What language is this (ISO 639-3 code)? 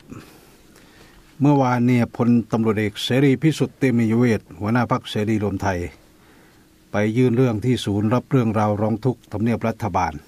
tha